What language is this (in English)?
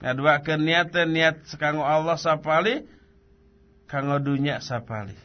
Sundanese